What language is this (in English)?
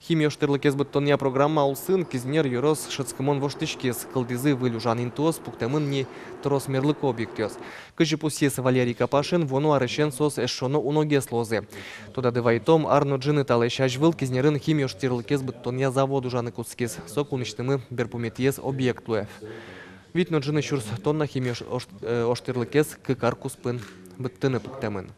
Udmurt